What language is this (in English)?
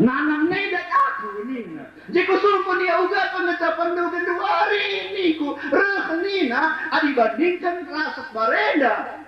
Batak Karo